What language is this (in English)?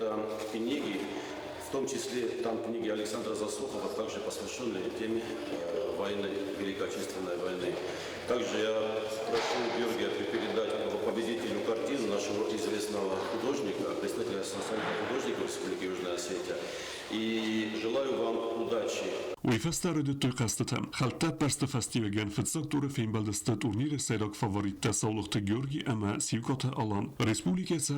Ossetic